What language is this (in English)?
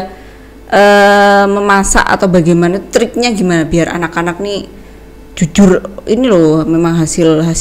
Indonesian